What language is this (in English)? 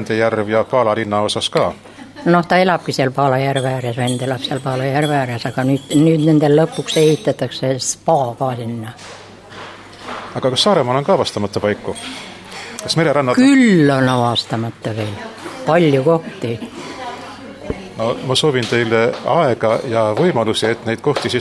Estonian